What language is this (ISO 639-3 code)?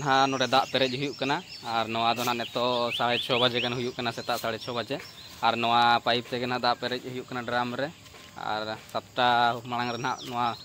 sat